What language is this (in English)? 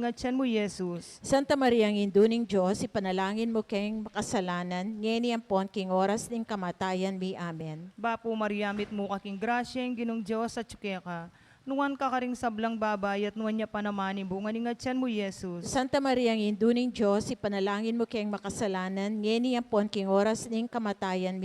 Pampanga